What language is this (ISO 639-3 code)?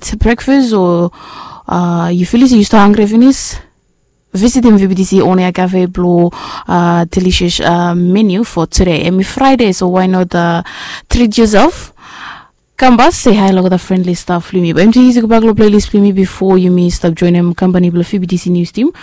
bis